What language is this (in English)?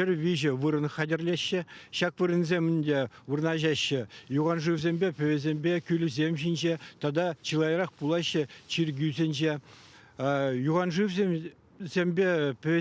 Chuvash